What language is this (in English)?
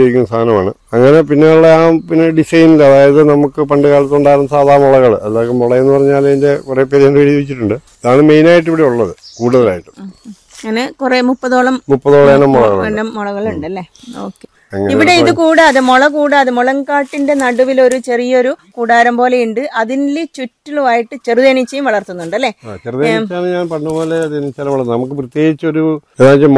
Malayalam